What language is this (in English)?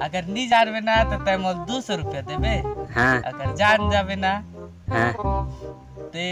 Chhattisgarhi